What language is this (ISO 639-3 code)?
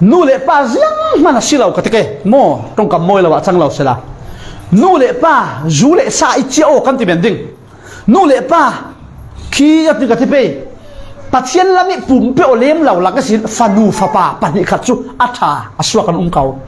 cfm